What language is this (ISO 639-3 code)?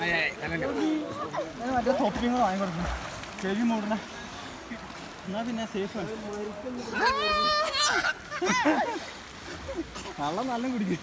mal